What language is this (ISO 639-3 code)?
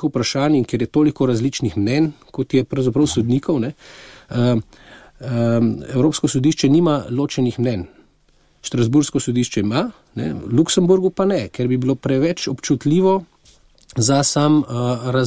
slv